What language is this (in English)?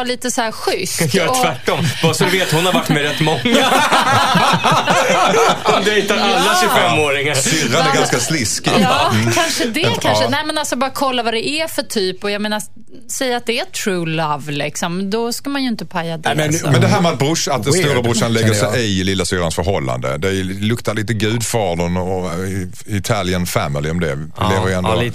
Swedish